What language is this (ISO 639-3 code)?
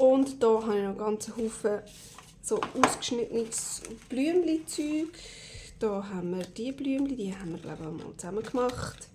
gsw